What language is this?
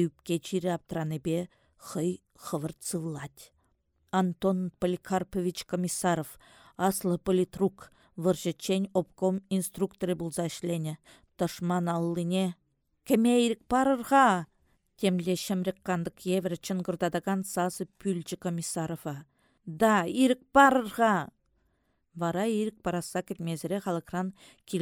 Chuvash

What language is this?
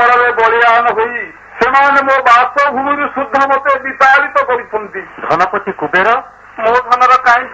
Odia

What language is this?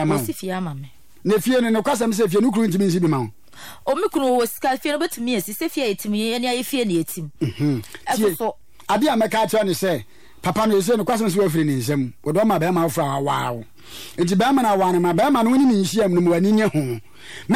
Akan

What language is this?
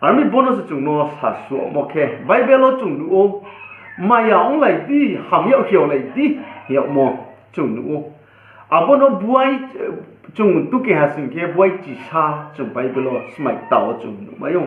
Riang (India)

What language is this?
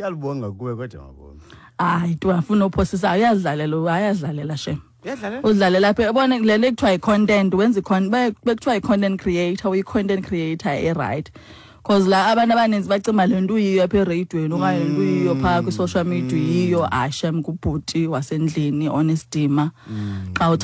Xhosa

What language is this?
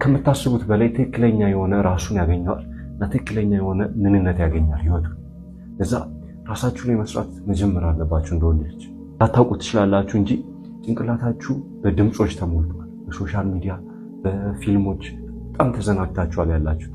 Amharic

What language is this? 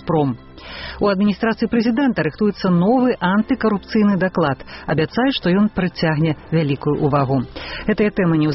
Belarusian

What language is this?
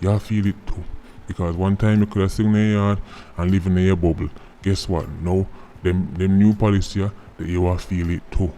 Jamaican Creole English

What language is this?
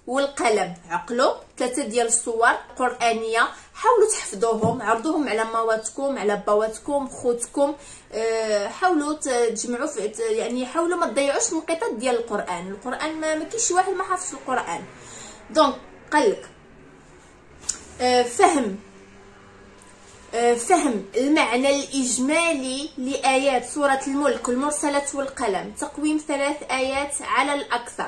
Moroccan Arabic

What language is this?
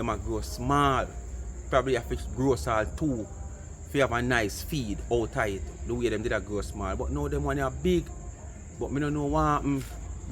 Jamaican Creole English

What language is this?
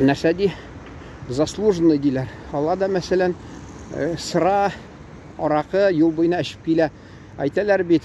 Tatar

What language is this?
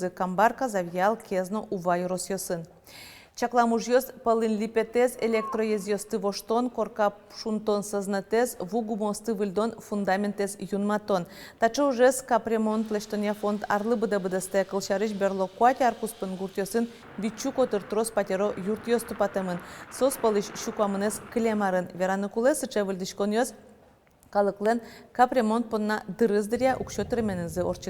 Udmurt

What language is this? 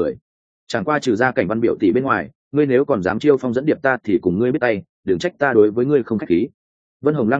Vietnamese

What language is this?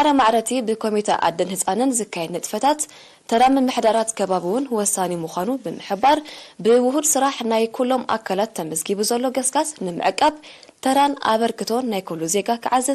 Tigrinya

